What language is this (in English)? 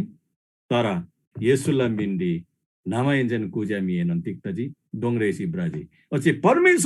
Eastern Tamang